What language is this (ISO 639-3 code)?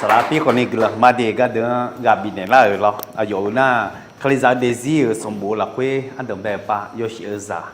ahk